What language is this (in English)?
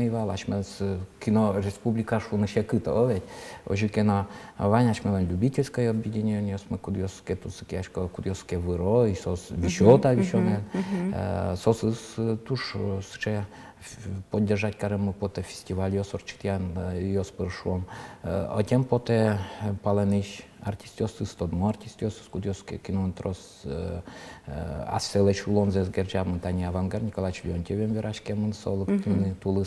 Udmurt